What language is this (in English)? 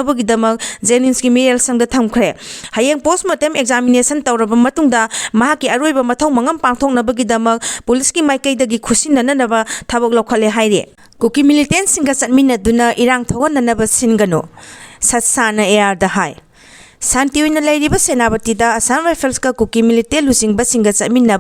Manipuri